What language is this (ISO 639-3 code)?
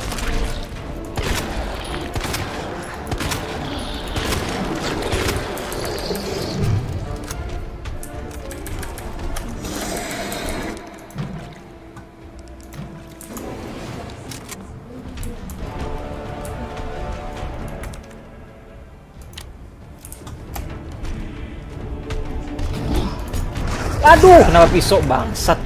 ind